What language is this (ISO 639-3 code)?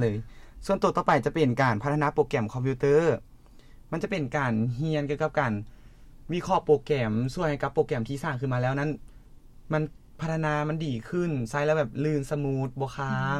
lao